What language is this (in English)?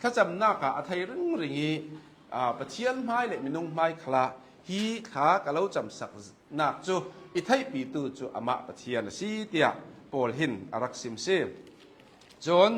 Hakha Chin